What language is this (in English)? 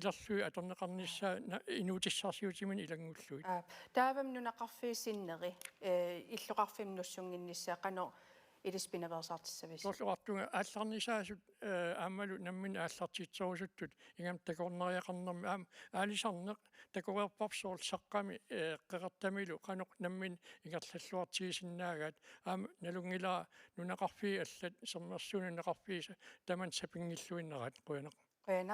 Kalaallisut